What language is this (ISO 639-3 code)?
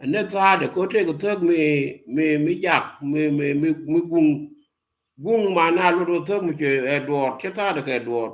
nus